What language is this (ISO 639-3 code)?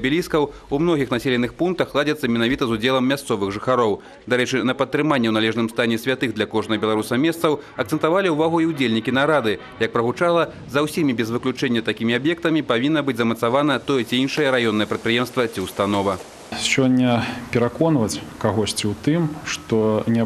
bel